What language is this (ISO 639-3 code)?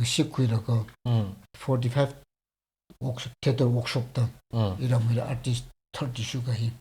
nmf